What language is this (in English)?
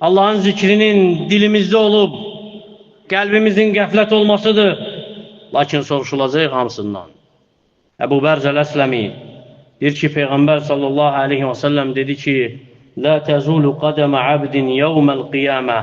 Azerbaijani